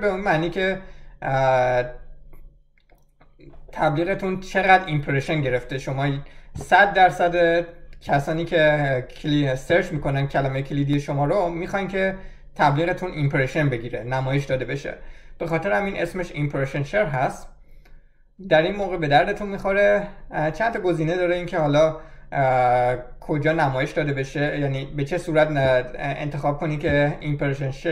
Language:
Persian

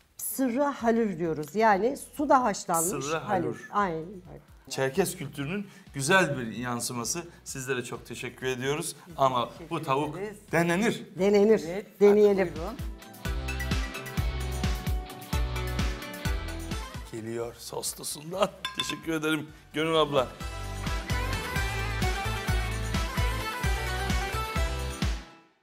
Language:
Turkish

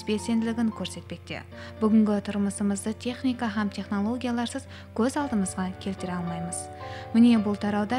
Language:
Kara-Kalpak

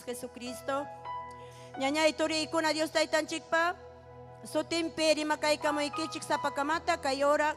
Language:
Ayacucho Quechua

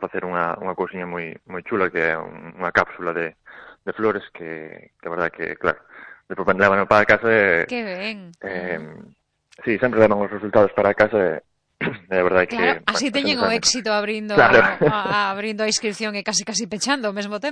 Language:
Galician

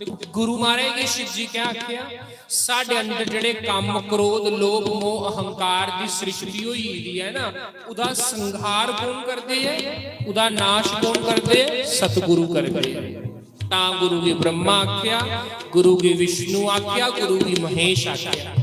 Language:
Dogri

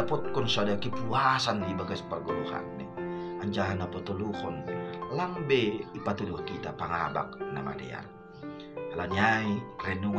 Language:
Batak Simalungun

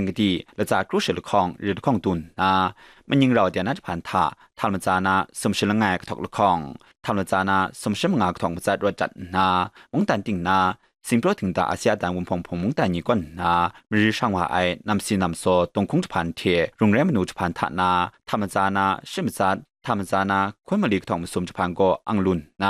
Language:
Kachin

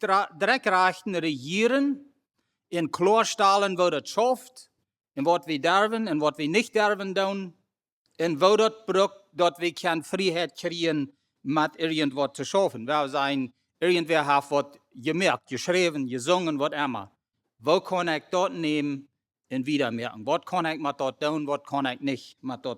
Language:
Plautdietsch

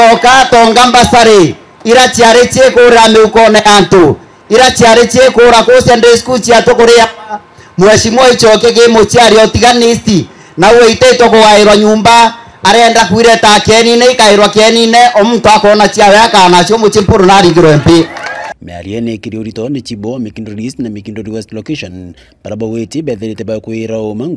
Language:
Meru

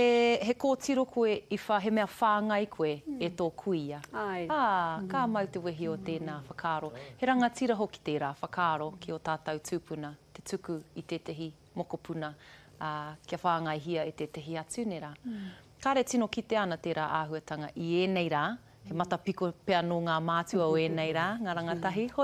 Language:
Māori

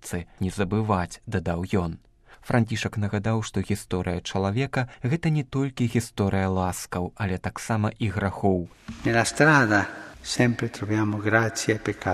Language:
Belarusian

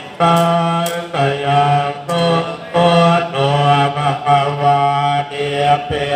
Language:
Pali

